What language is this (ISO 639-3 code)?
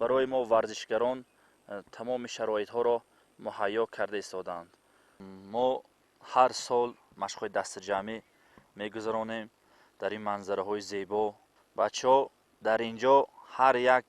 tgk